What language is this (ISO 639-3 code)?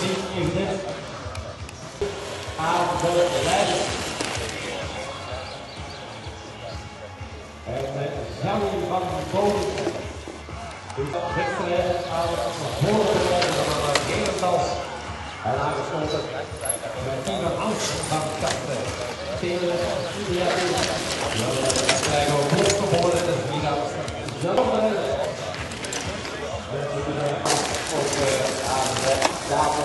nld